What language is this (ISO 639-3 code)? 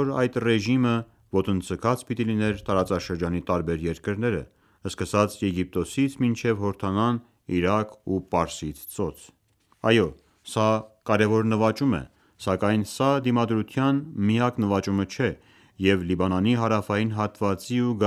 hye